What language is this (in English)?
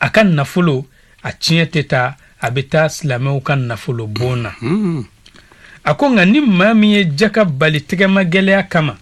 Bambara